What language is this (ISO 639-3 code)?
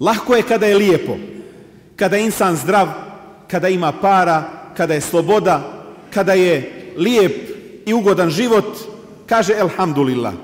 bos